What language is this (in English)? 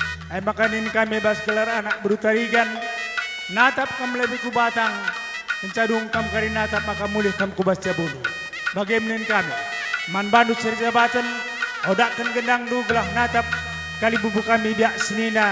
Batak Karo